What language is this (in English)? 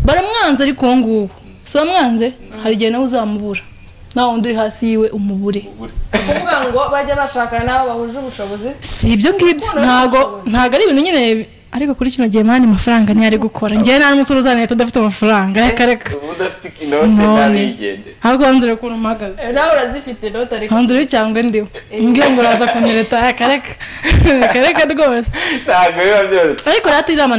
Kinyarwanda